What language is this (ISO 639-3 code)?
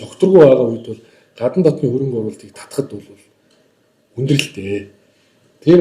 mon